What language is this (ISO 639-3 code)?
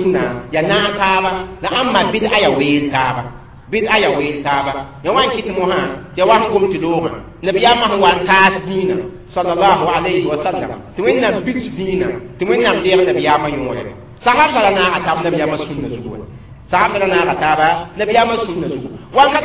mos